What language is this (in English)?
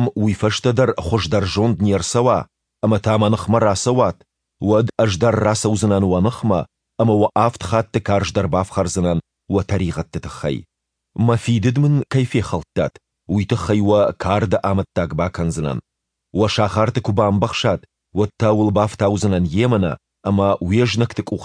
Ossetic